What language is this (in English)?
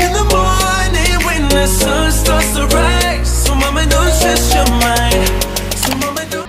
Cebuano